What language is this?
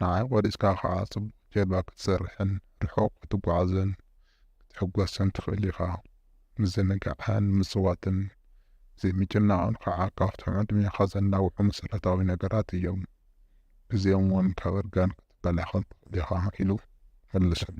Tigrinya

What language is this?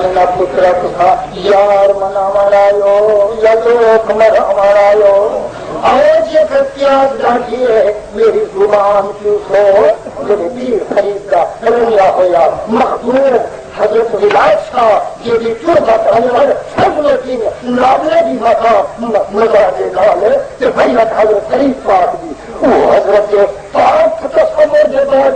Saraiki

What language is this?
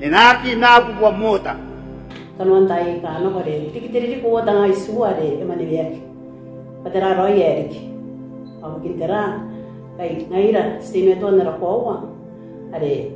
Gilbertese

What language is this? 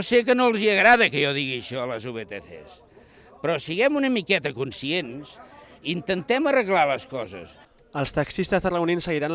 Catalan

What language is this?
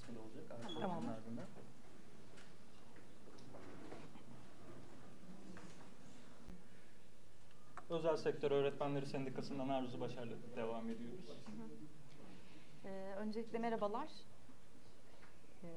Turkish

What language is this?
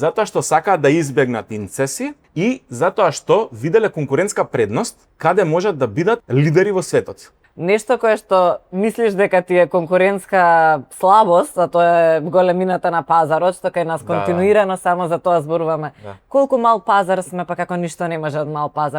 Macedonian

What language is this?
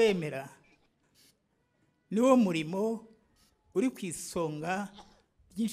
Kinyarwanda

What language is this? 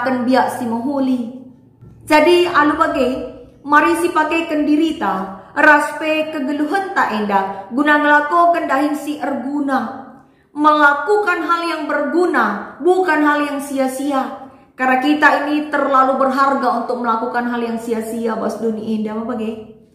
Batak Karo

